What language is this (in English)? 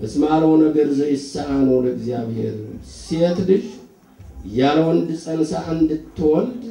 Amharic